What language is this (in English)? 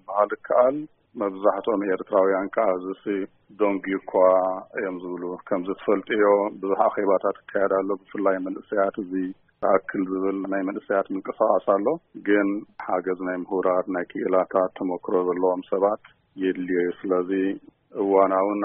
Tigrinya